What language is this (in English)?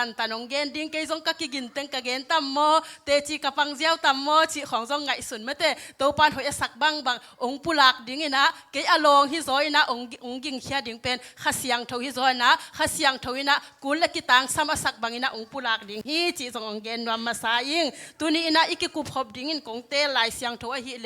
Tedim Chin